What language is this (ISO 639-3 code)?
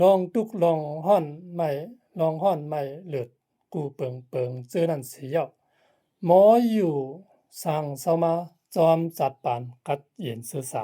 shn